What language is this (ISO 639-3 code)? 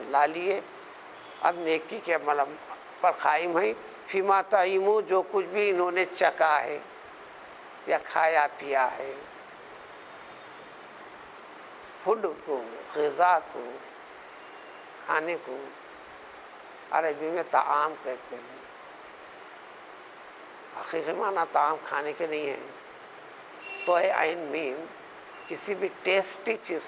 urd